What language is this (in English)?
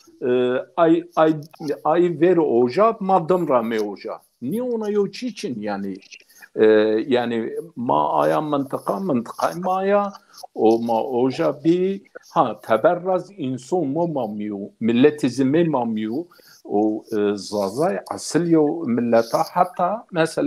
Zaza